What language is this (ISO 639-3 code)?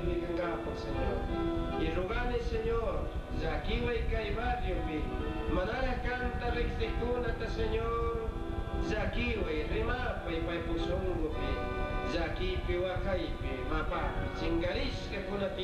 qug